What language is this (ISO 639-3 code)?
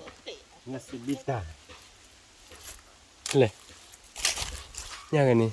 ksw